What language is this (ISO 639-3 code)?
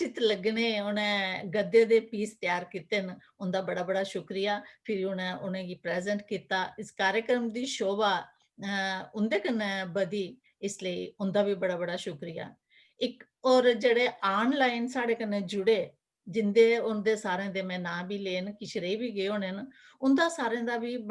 doi